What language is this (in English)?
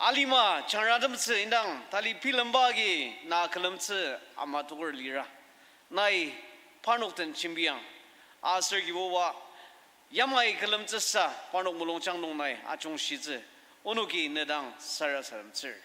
Ao Naga